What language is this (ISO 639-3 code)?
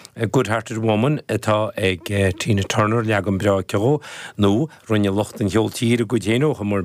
gle